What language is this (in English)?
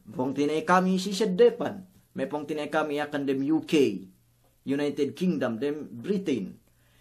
Yakan